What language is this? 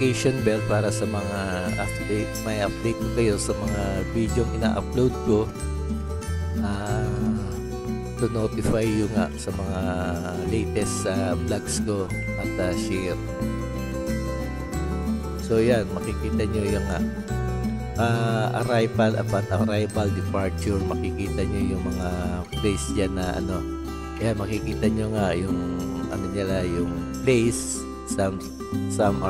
Filipino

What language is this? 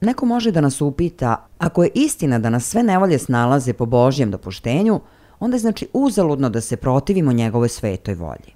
Serbian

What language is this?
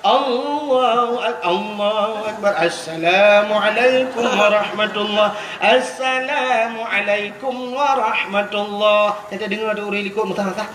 Achinese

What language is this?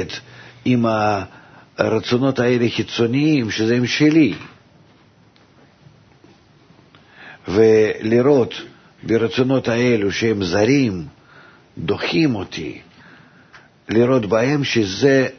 Hebrew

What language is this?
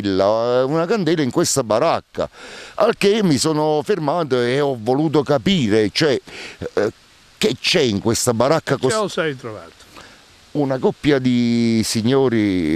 Italian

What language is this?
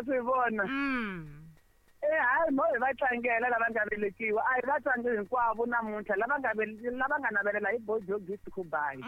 Tsonga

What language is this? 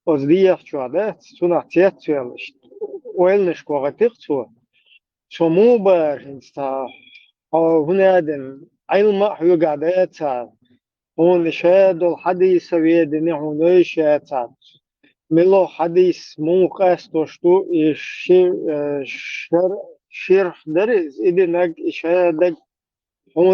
Chechen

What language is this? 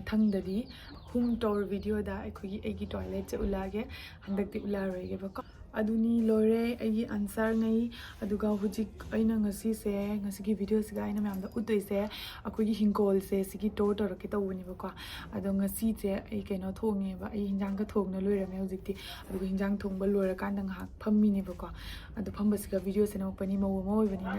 Manipuri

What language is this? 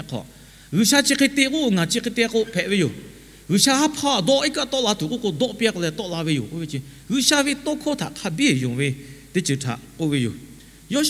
Lahu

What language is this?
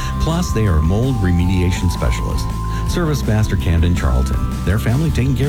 English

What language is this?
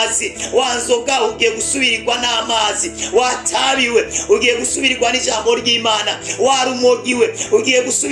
Rundi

